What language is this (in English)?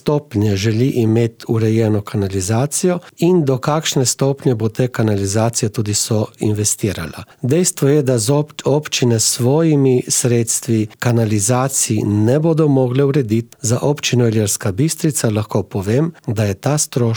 Slovenian